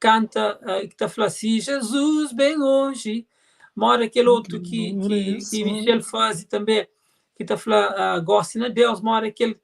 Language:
Kabuverdianu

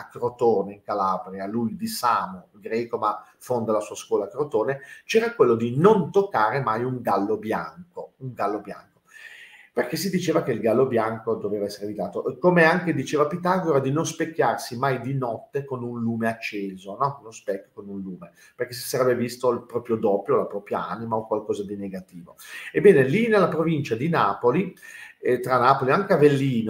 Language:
Italian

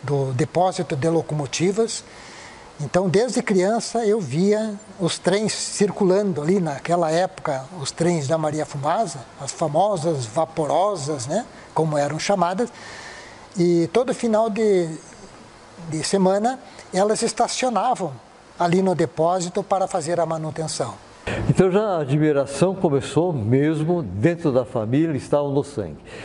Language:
Portuguese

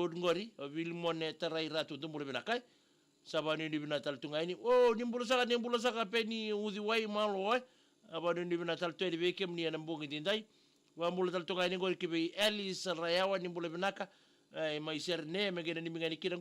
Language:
Fijian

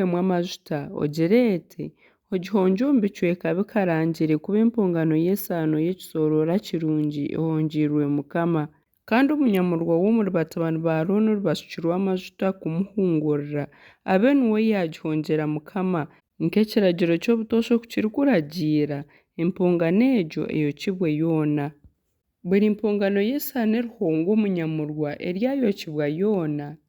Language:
Nyankole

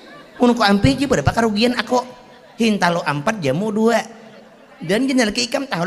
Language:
Banjar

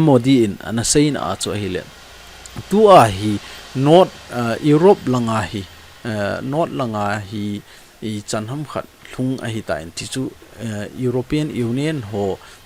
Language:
Thado Chin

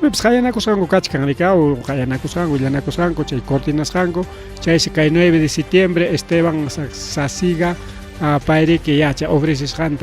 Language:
Ayacucho Quechua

